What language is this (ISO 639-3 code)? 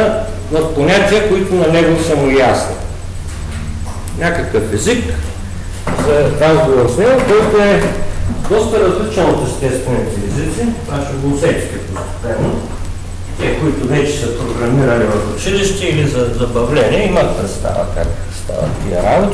bul